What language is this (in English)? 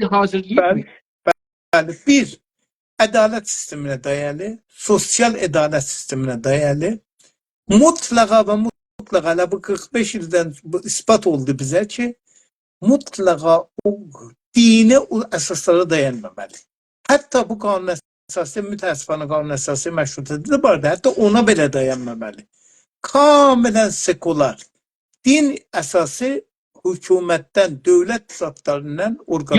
South Azerbaijani